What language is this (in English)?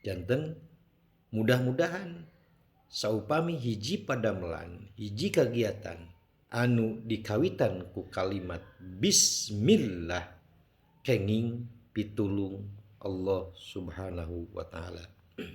Sundanese